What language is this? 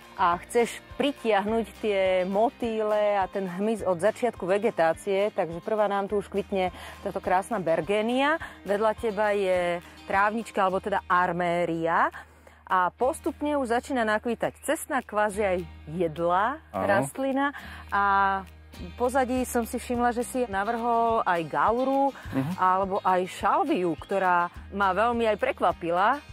Slovak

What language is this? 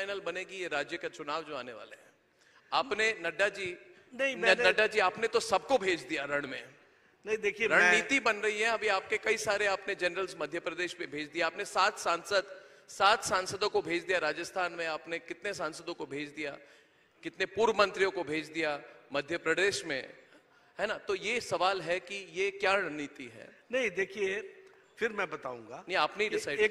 Hindi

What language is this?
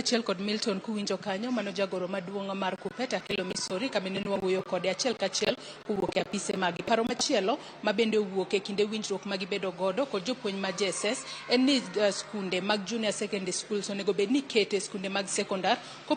Luo (Kenya and Tanzania)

